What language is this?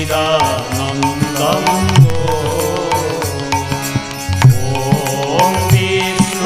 Odia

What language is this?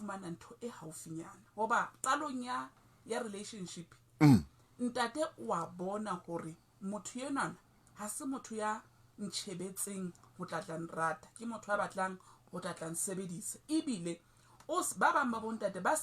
Southern Sotho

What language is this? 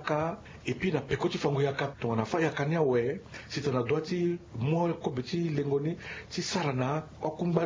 Sango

